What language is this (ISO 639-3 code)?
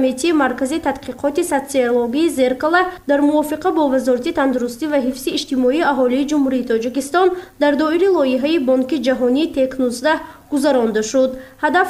tgk